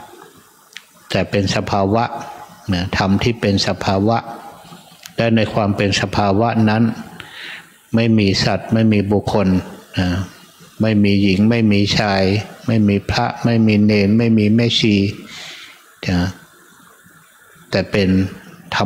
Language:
Thai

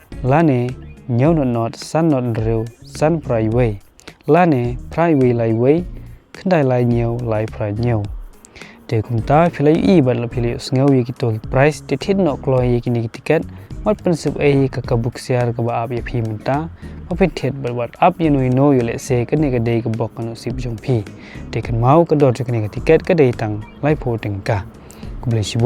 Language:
Khasi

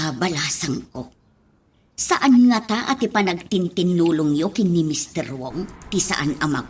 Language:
Iloko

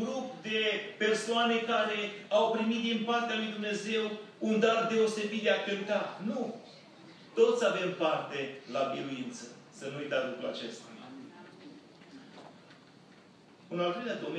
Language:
Romanian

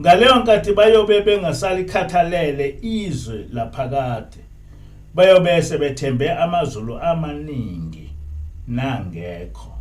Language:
Zulu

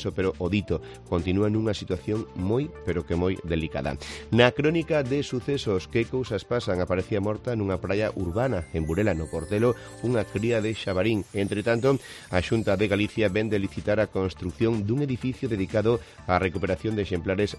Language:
Galician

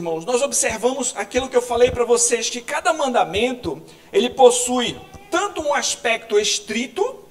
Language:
Portuguese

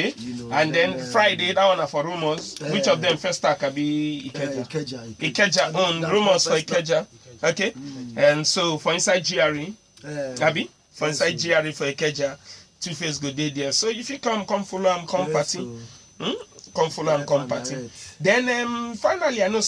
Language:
Nigerian Pidgin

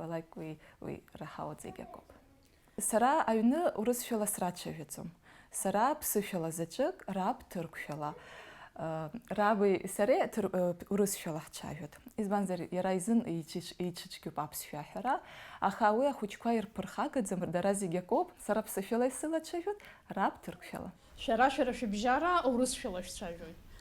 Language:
Abkhazian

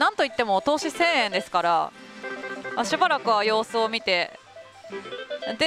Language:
Japanese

